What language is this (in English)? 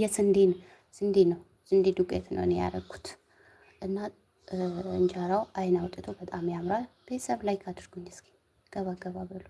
Amharic